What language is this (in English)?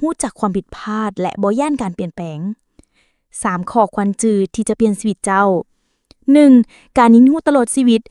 Lao